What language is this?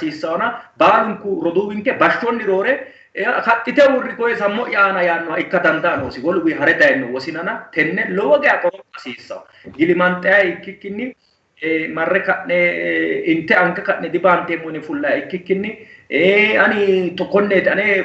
Sidamo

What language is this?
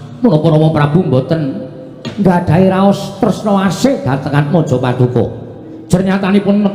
Javanese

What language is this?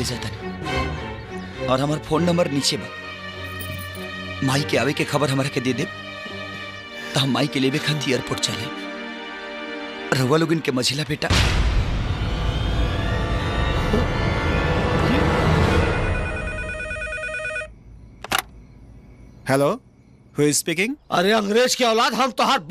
Bhojpuri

